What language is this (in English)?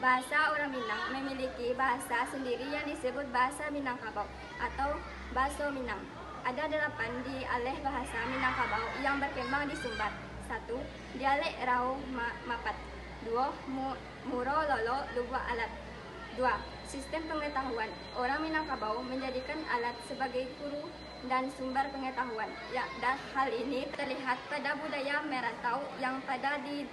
Minangkabau